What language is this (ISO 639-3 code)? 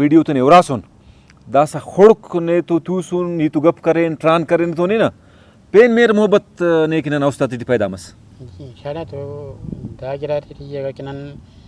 brh